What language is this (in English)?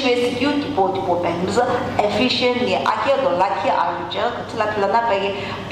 Sumi Naga